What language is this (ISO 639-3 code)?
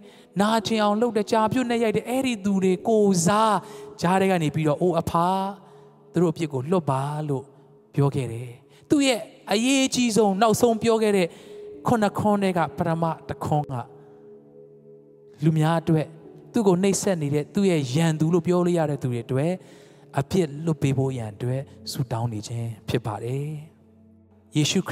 mya